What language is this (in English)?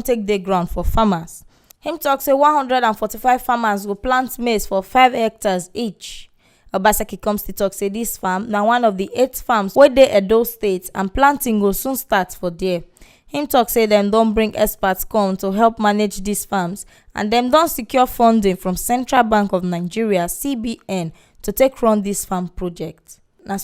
Nigerian Pidgin